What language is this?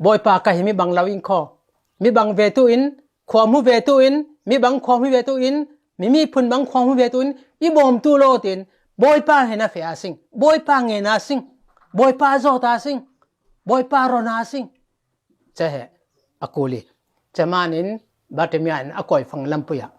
Falam Chin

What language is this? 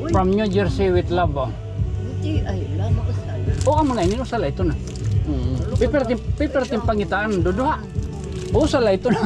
Waray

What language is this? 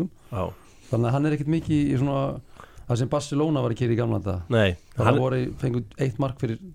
Icelandic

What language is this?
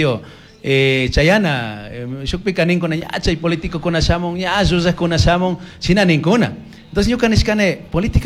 Chimborazo Highland Quichua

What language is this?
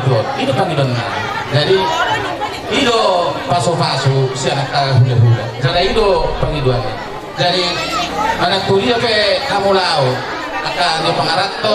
Batak Toba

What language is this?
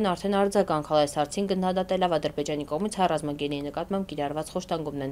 Armenian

